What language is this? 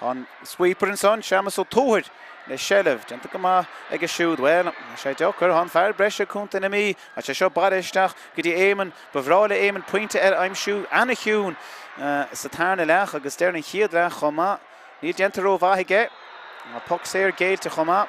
Irish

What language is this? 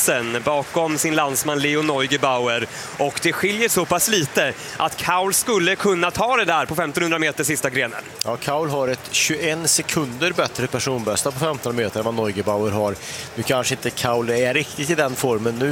Swedish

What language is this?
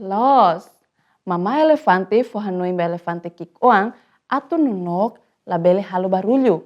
Tetum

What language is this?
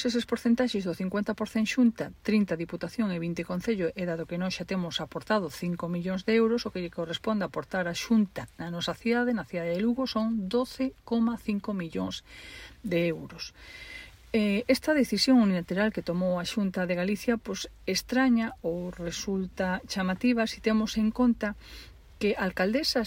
Galician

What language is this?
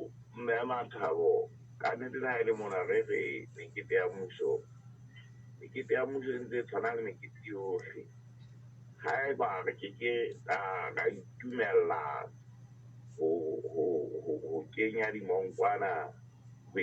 Southern Sotho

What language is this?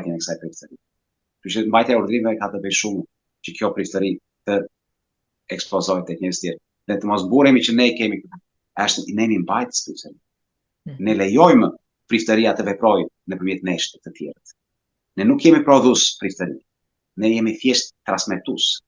Albanian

